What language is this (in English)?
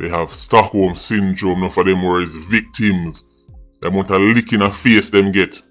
Jamaican Creole English